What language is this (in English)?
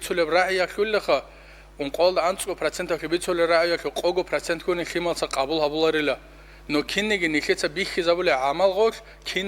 Avaric